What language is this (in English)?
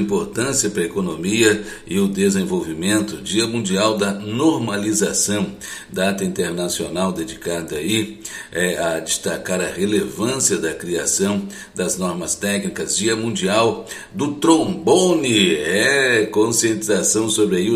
Portuguese